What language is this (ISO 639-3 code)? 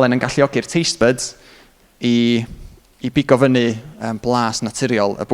cym